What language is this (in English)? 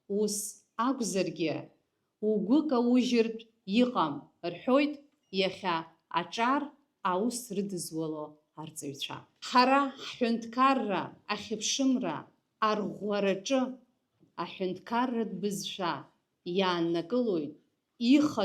Abkhazian